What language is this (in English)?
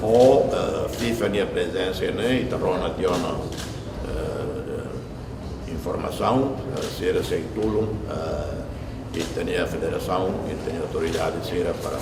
Tetum